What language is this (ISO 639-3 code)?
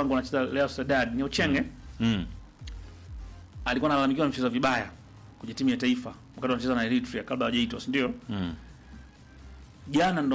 swa